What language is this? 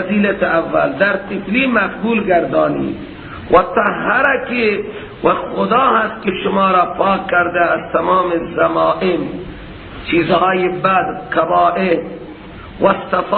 Persian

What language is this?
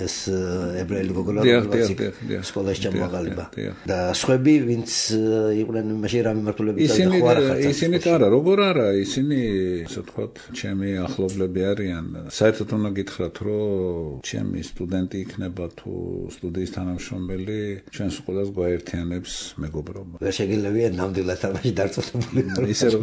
Georgian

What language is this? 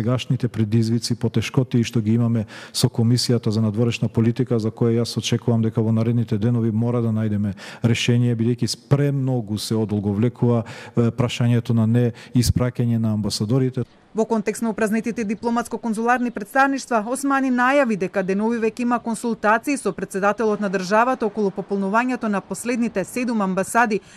Macedonian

